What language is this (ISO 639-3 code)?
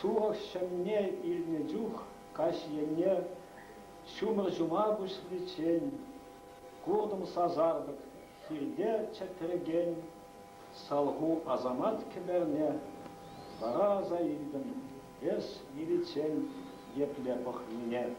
chv